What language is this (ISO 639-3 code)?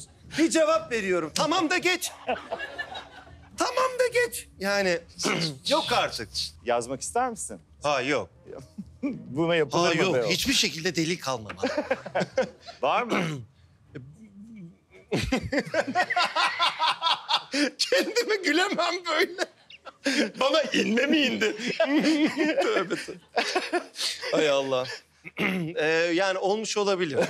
tur